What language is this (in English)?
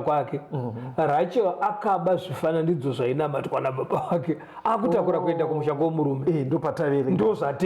Shona